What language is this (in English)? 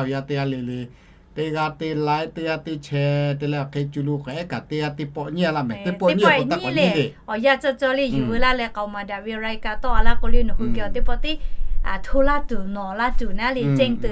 Lahu